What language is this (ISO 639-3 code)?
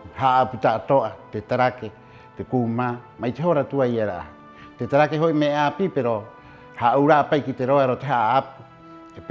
rap